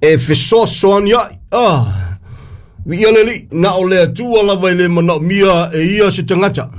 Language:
Samoan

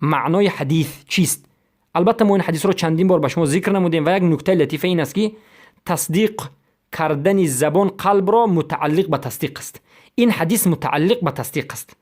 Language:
Persian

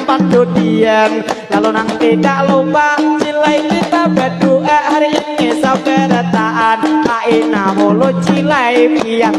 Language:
Banjar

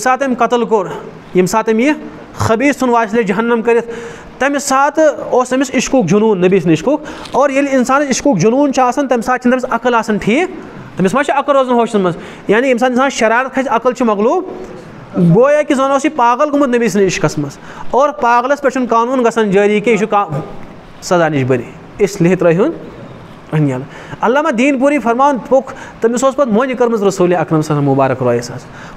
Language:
Kashmiri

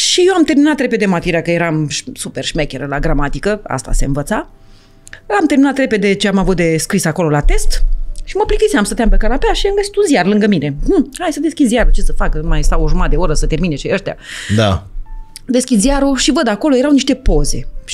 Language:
Romanian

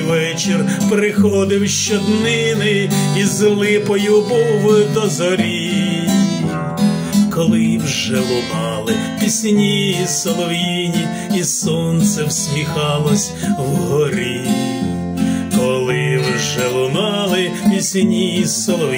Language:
Ukrainian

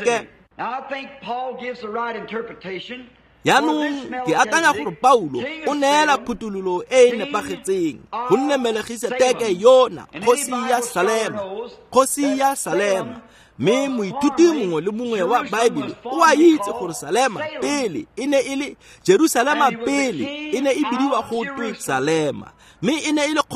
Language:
Tswana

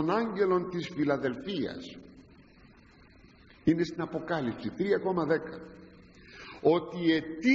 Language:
Greek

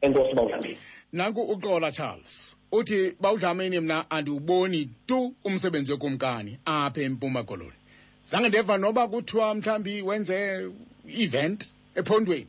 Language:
Xhosa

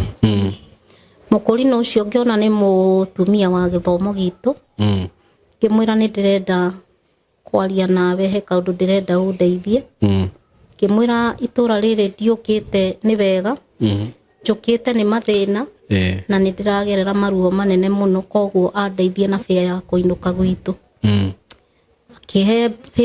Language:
Kikuyu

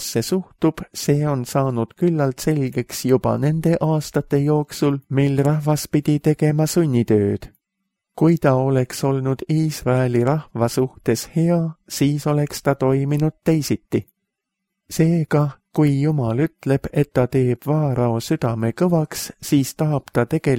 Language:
Estonian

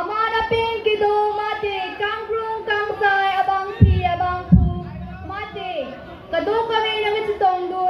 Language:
Karbi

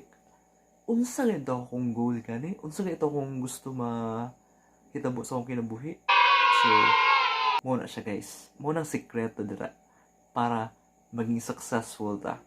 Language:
Cebuano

